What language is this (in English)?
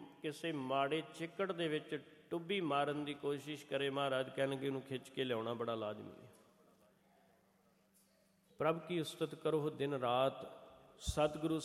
Punjabi